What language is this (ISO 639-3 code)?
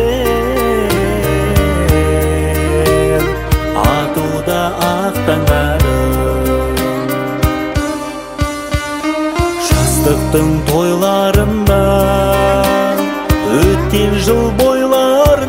kaz